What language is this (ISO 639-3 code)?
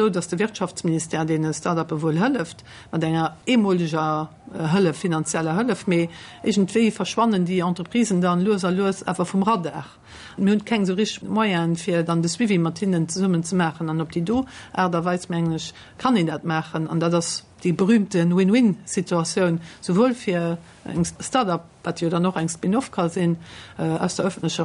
ltz